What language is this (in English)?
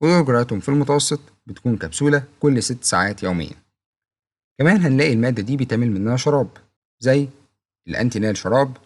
Egyptian Arabic